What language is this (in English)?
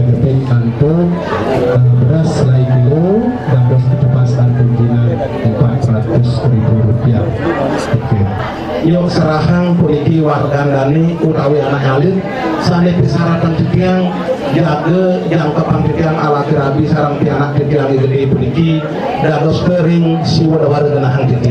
Balinese